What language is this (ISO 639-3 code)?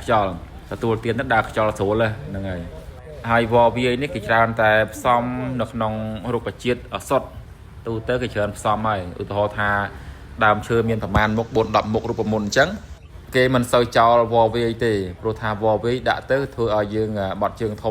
khm